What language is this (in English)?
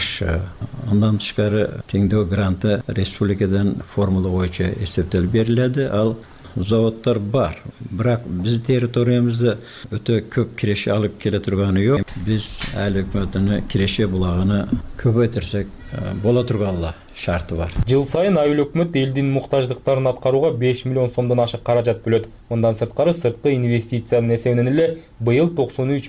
Kyrgyz